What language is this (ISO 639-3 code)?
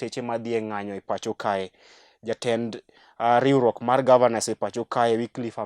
luo